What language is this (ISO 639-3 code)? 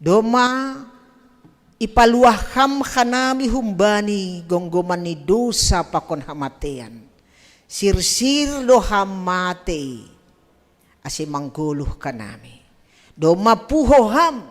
bts